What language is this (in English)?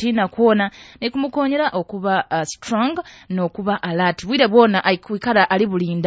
Nyoro